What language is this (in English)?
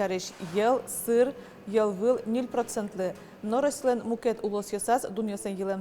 Udmurt